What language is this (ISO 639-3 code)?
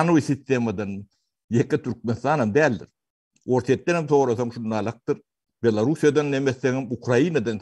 tuk